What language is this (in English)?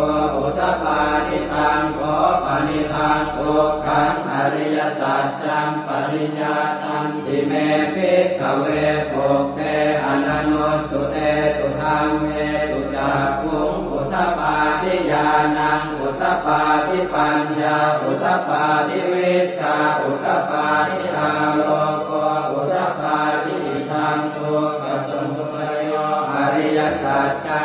Pali